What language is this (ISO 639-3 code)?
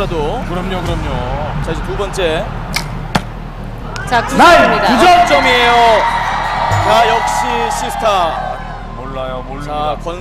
kor